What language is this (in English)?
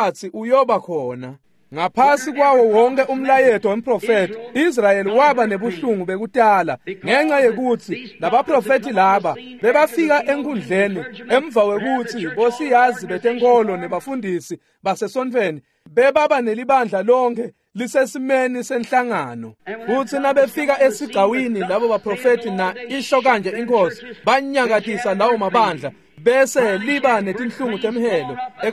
Swati